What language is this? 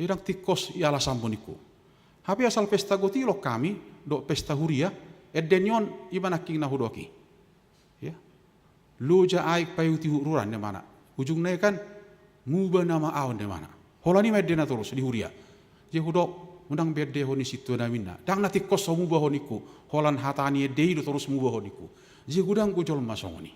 Batak Toba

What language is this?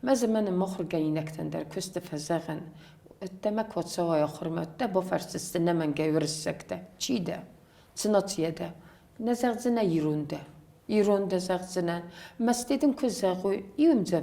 Ossetic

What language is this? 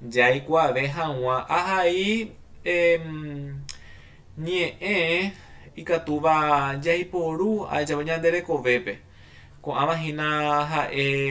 Guarani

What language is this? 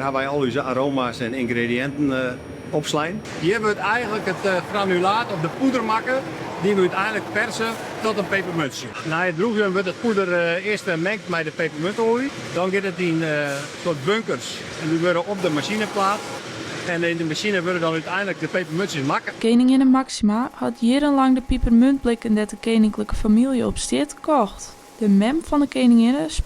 Western Frisian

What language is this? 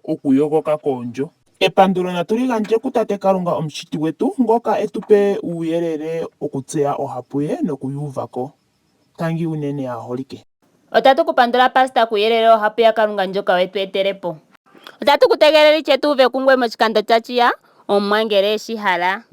Ndonga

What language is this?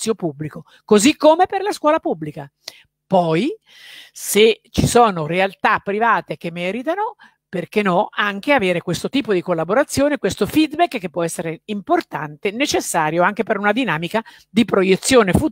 Italian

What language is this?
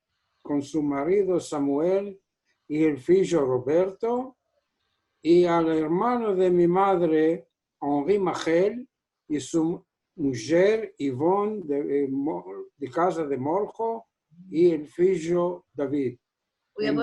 Ladino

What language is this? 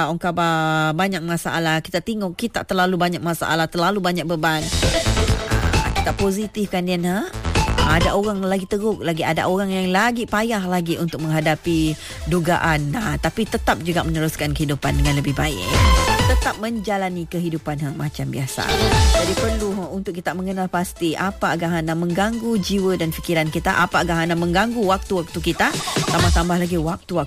Malay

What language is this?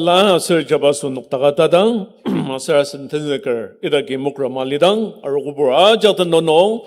Ao Naga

